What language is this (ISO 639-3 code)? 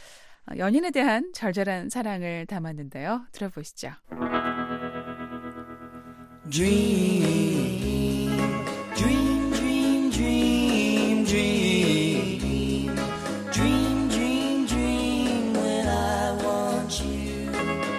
kor